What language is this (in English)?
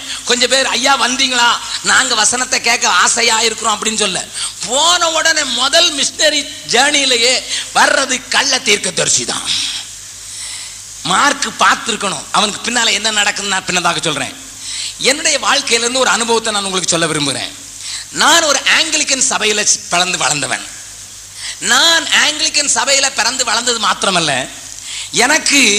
Tamil